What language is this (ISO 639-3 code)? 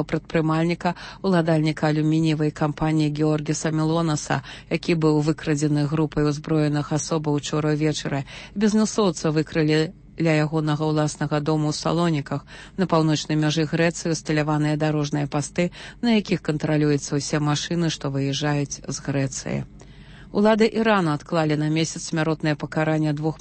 bel